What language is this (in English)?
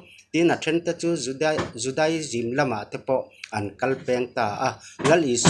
Mizo